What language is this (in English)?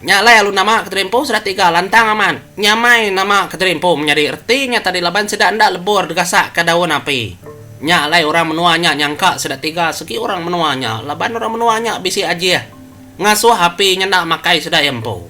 Iban